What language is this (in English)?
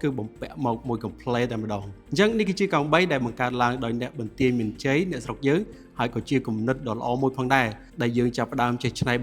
Khmer